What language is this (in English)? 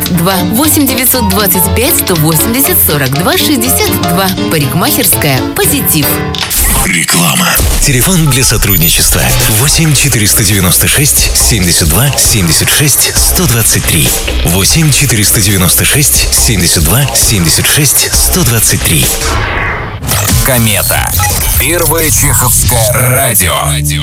Russian